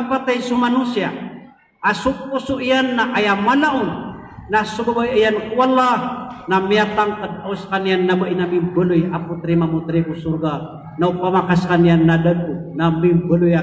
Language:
Maranao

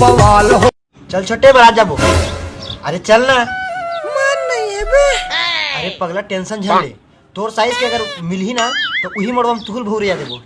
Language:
Chhattisgarhi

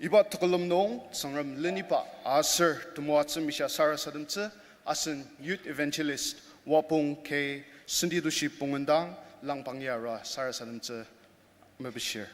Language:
Ao Naga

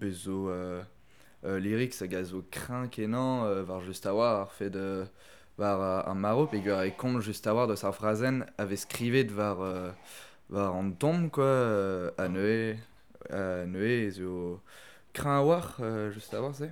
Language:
Breton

